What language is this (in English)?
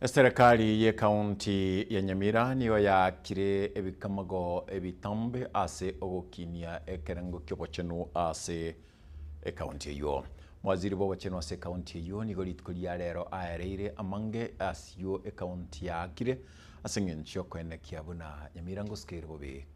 Gusii